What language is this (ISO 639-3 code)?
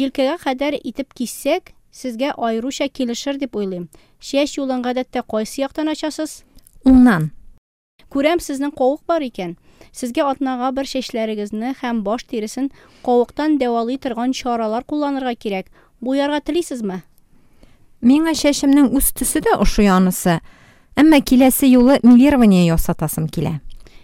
tat